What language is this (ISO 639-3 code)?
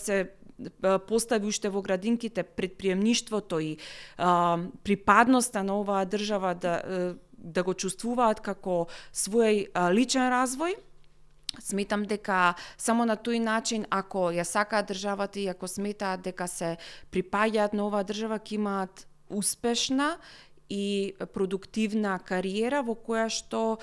mkd